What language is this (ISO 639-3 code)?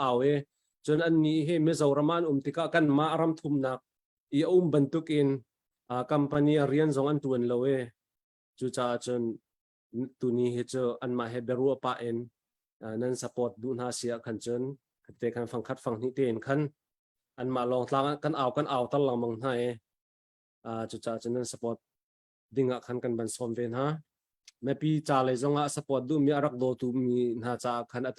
cnh